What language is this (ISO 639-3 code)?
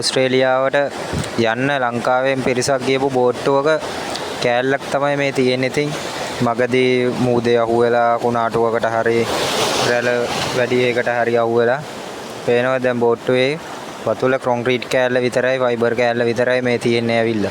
sin